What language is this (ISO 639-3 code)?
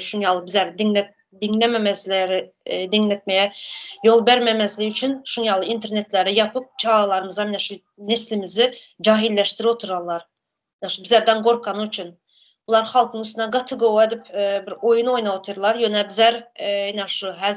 tuk